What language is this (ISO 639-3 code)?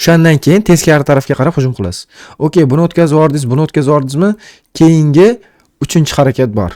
uzb